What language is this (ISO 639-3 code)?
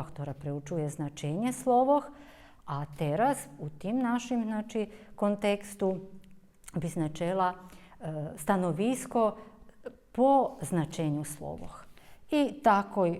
rue